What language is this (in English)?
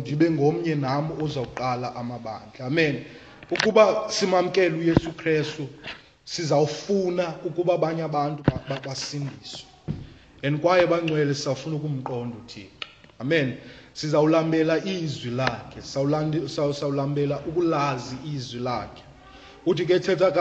Xhosa